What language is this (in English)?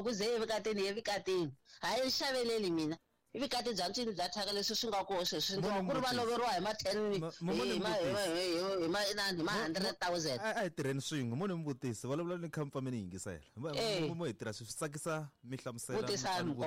Tsonga